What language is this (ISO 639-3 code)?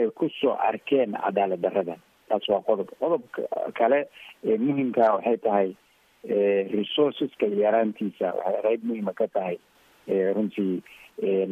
som